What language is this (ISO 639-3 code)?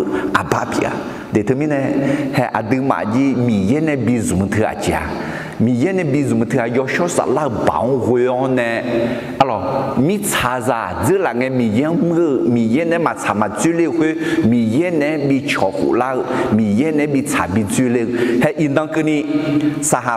ahk